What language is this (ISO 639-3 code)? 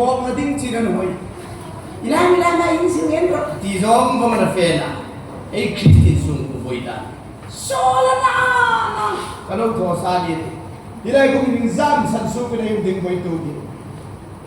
hmr